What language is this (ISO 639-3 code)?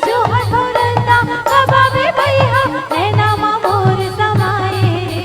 hne